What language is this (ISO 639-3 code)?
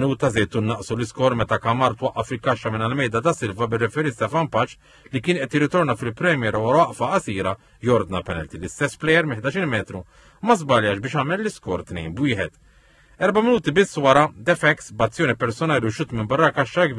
mlt